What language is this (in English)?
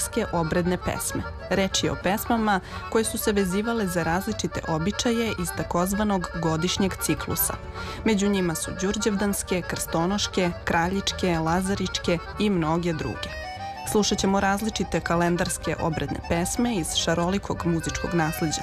Serbian